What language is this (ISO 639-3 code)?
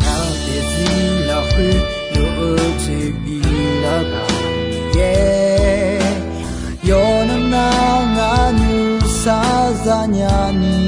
ahk